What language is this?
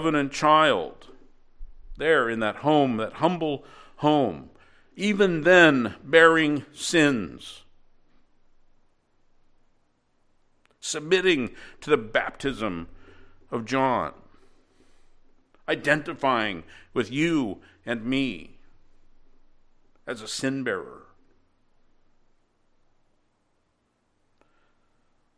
English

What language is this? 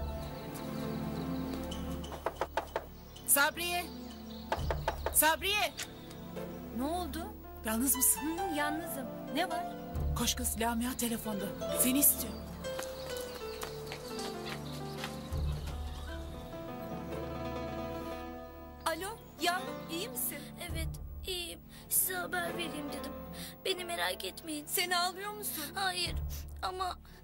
Turkish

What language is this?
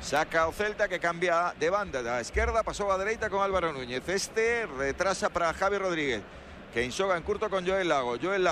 Galician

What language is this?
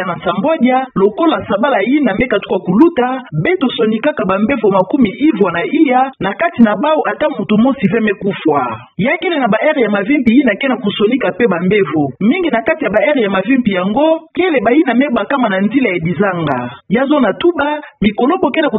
Kituba (Democratic Republic of Congo)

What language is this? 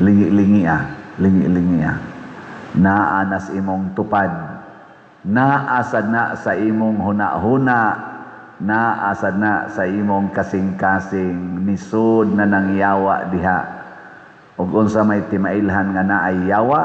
Cebuano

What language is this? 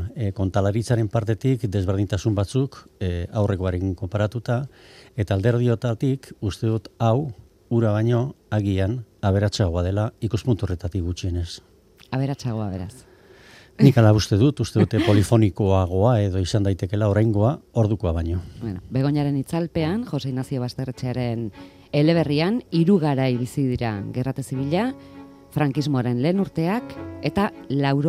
Basque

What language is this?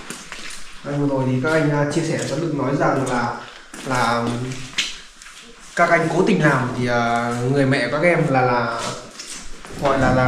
Vietnamese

